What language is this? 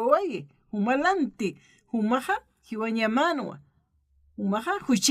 Aymara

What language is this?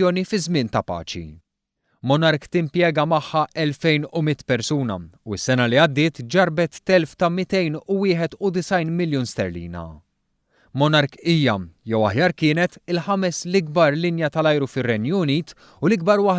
Maltese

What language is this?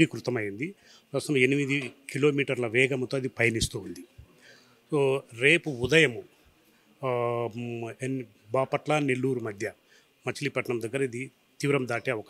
Telugu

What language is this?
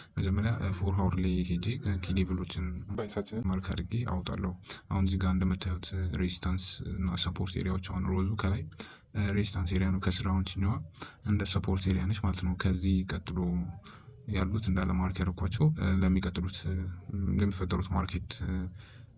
Amharic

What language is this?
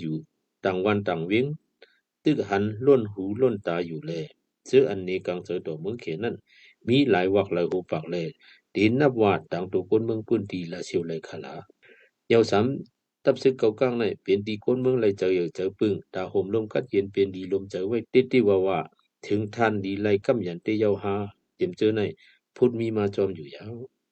Shan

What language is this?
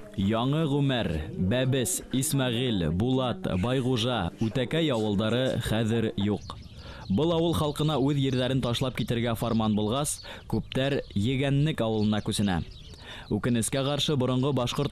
Bashkir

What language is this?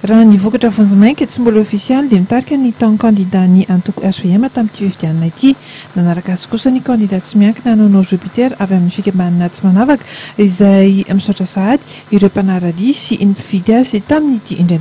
Malagasy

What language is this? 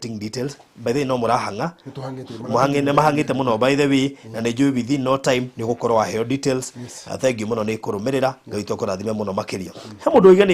Kikuyu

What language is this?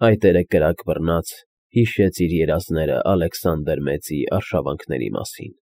Armenian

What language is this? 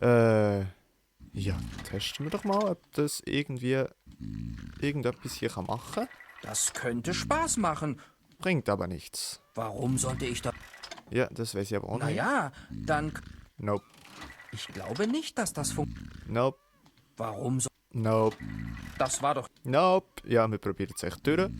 Swiss German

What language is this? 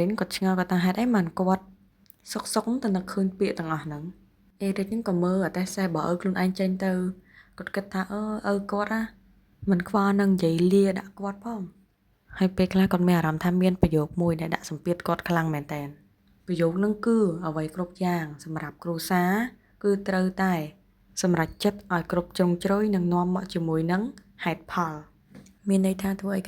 Khmer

